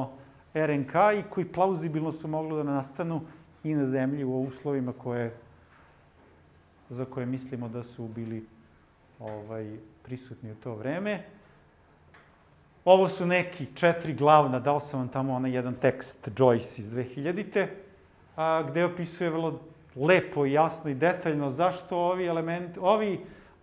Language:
Serbian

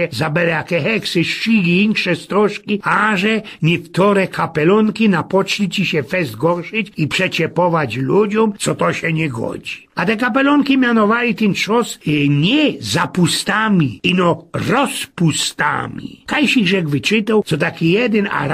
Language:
Silesian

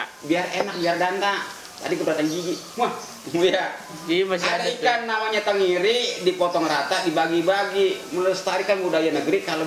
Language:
Betawi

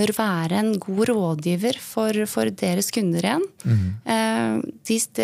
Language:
Norwegian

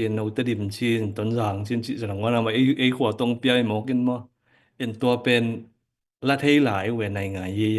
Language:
Tedim Chin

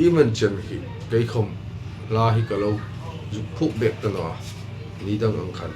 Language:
Hmar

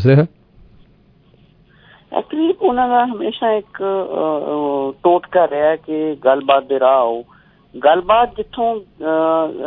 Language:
Punjabi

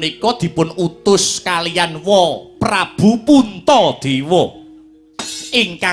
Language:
Javanese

